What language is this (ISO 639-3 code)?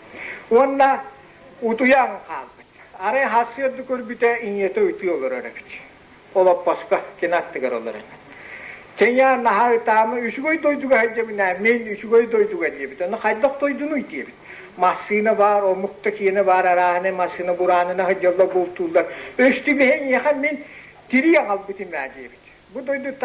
sah